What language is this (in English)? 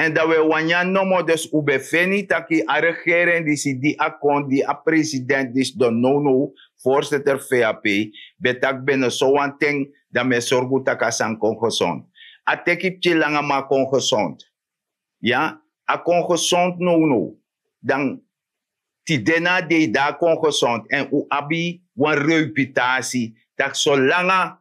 Sranan Tongo